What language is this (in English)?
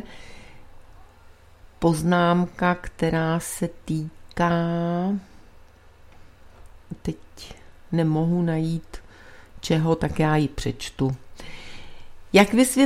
Czech